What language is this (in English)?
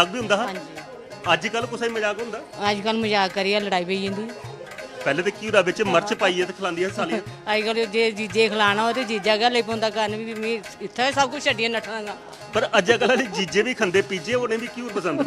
Dogri